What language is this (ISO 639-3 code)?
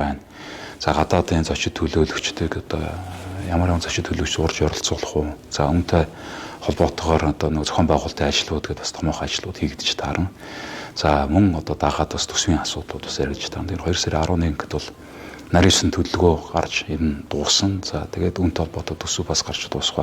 mon